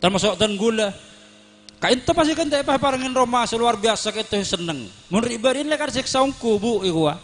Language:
Madurese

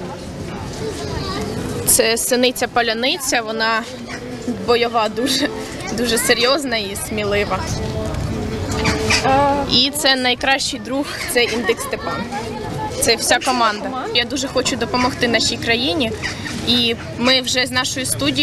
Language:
Ukrainian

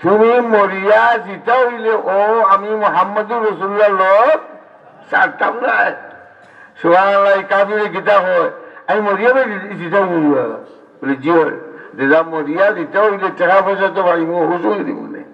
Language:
Sylheti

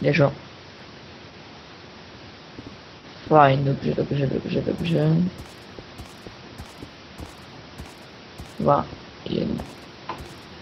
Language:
Slovak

